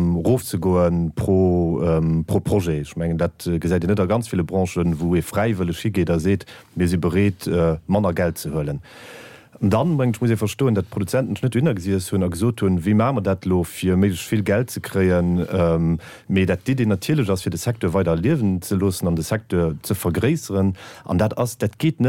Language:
Luxembourgish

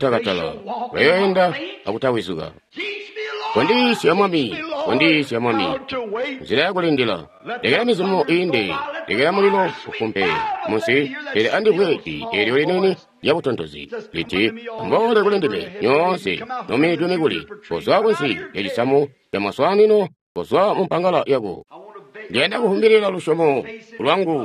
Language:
Tonga (Zambia)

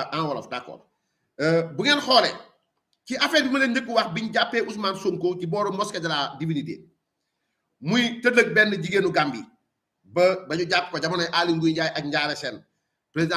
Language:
Wolof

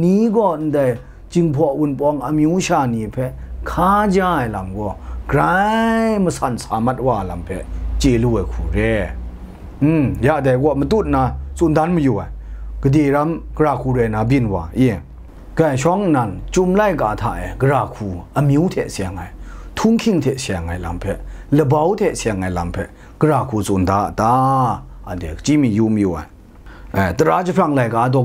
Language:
Kachin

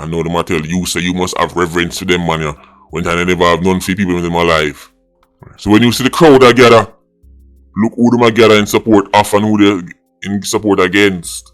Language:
Jamaican Creole English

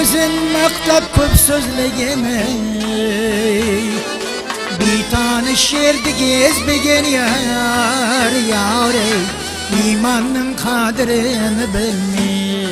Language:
Kara-Kalpak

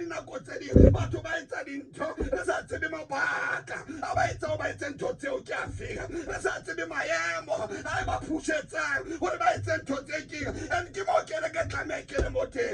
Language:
Tswana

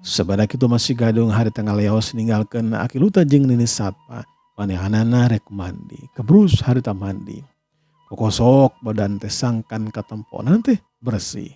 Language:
Sundanese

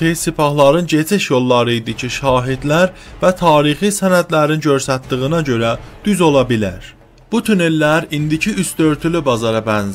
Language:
South Azerbaijani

